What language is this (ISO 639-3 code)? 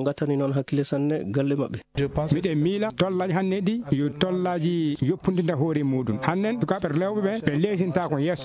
ful